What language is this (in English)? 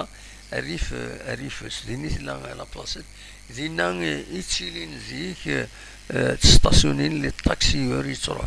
Kabyle